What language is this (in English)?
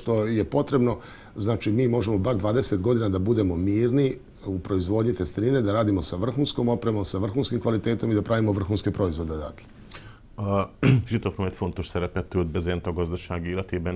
Serbian